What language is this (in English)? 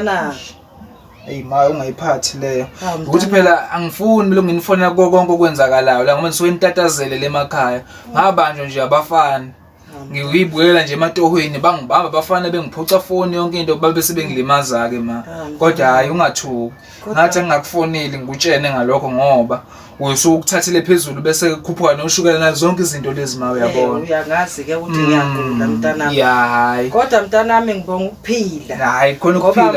Zulu